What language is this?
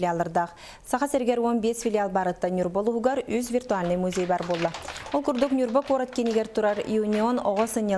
Yakut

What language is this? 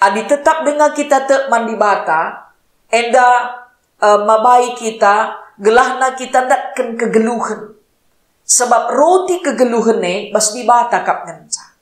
Batak Karo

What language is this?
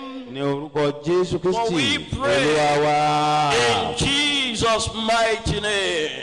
Yoruba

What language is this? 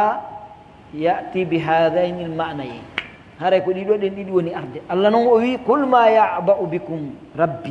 Pular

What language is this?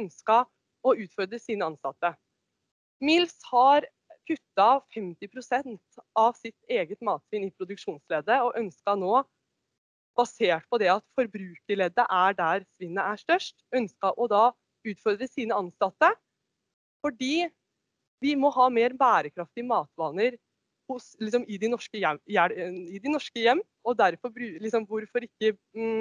Norwegian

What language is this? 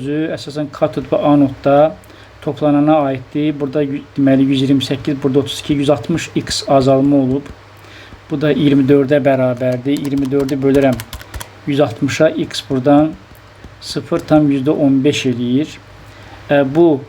Azerbaijani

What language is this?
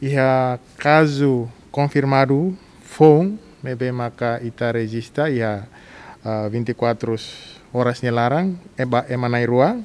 Tetum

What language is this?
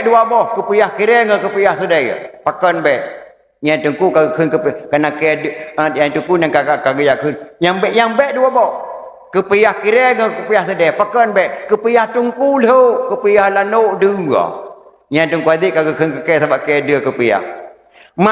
Achinese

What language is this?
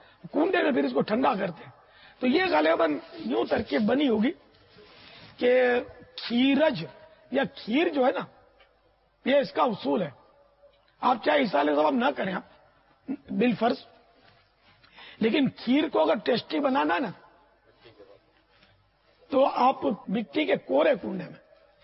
Urdu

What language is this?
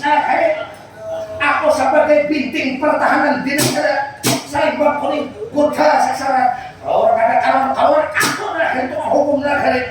Banjar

